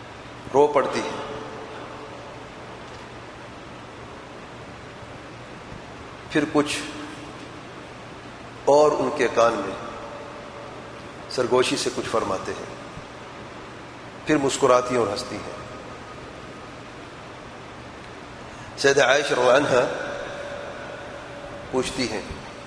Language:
Urdu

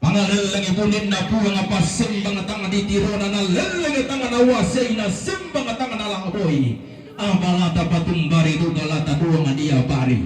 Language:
Toraja-Sa'dan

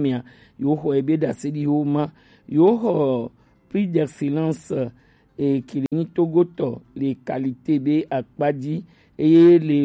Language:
Gen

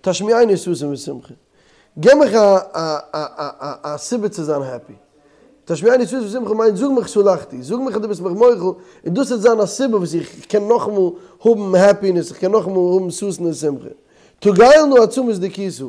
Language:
Yiddish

